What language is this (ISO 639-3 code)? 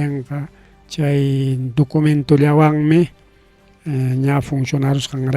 quy